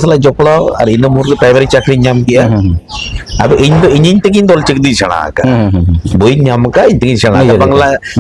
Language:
Santali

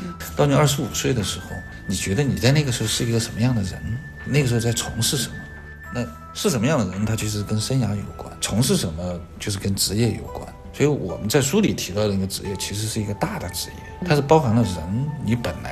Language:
Chinese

